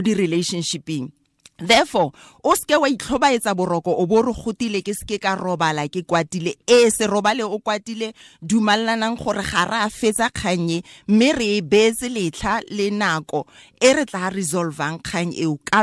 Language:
Tswana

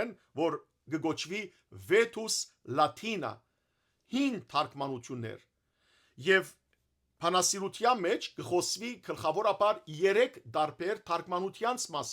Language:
Western Armenian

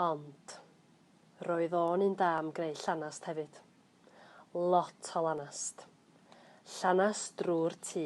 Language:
Welsh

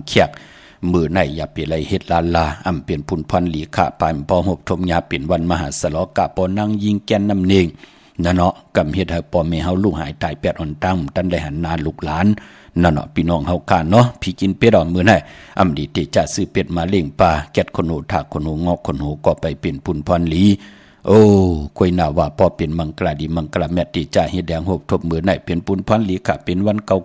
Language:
Shan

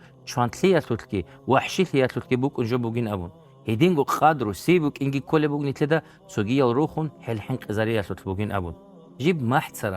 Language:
Avaric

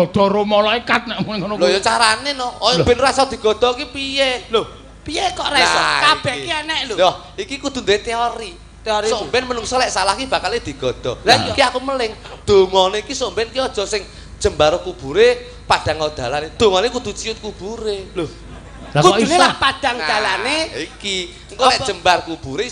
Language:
Javanese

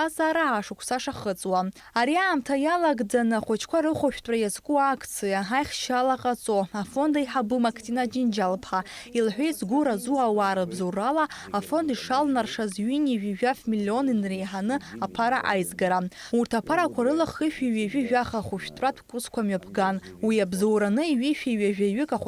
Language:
Abkhazian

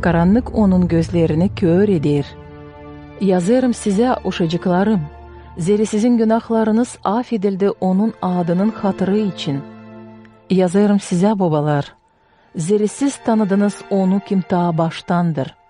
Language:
Gagauz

